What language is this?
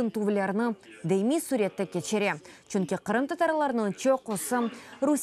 Crimean Tatar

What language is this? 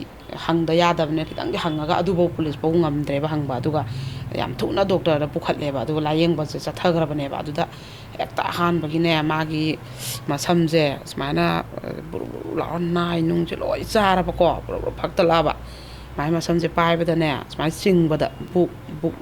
Manipuri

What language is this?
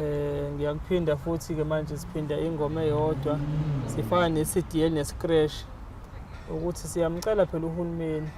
Zulu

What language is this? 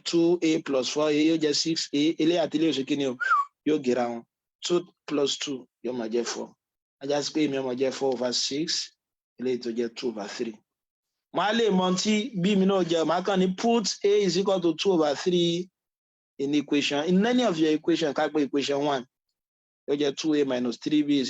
Yoruba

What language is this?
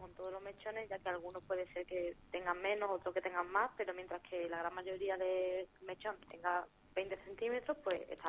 Spanish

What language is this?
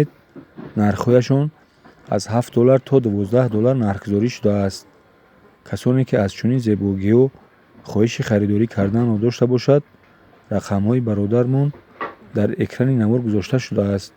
Tajik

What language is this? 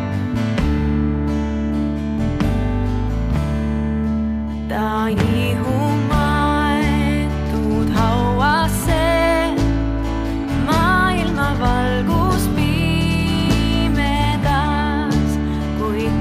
Estonian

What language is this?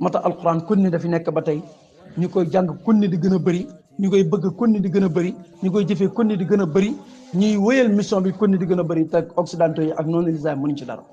Wolof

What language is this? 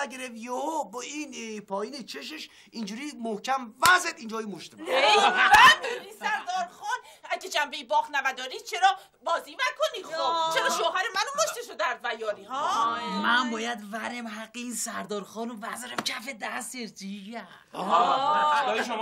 Persian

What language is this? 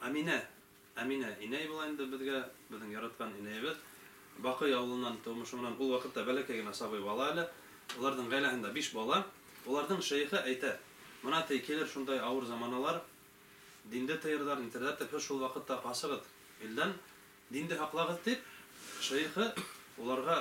Bashkir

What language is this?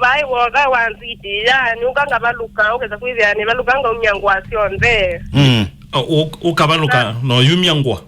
Kamba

